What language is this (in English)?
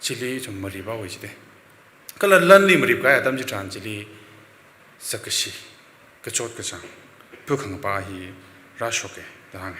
Tangkhul Naga (India)